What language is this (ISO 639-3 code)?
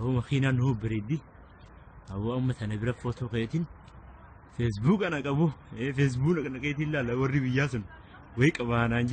orm